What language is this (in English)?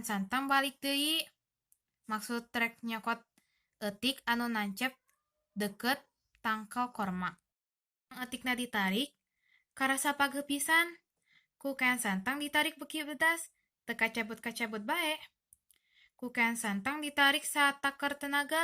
Sundanese